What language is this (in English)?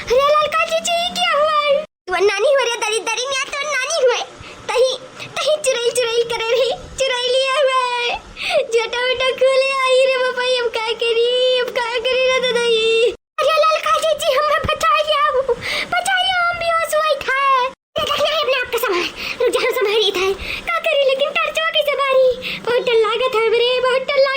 Awadhi